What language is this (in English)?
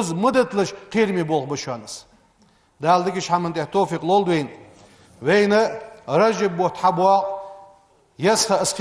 Ingush